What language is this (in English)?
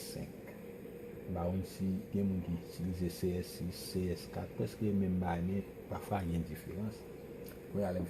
Haitian Creole